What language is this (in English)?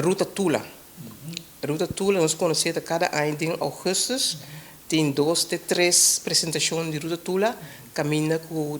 Papiamento